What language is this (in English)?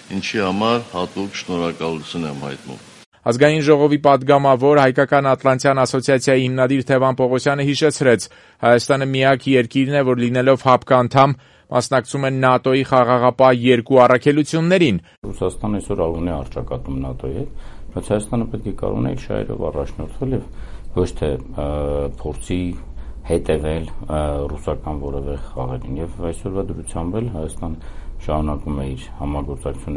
Armenian